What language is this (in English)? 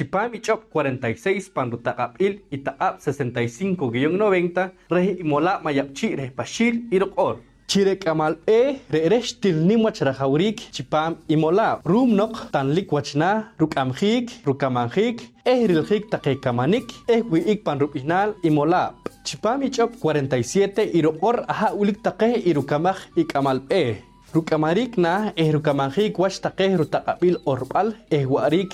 Poqomchi'